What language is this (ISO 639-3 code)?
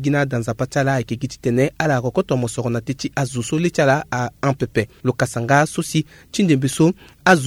sag